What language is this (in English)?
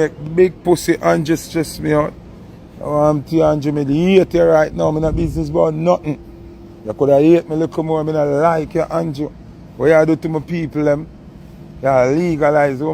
Jamaican Creole English